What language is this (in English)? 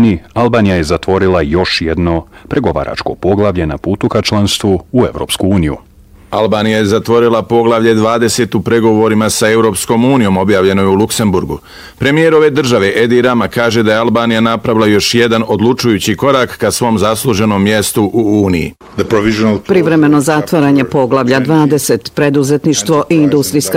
Bosnian